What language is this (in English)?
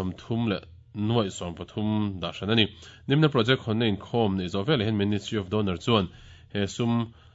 Mizo